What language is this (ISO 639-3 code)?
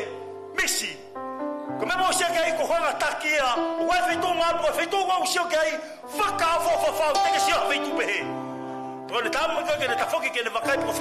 ton